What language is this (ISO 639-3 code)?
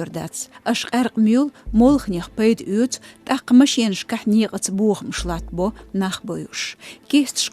che